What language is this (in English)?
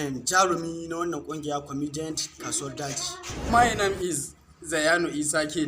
Hausa